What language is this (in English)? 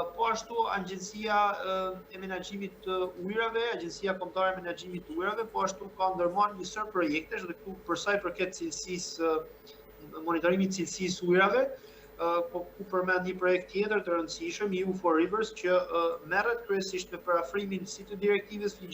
Albanian